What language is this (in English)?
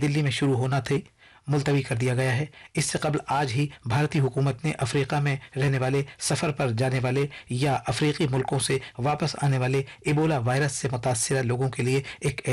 Urdu